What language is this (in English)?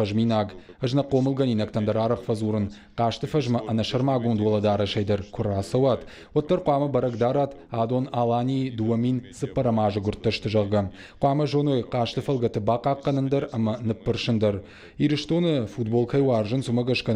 Ossetic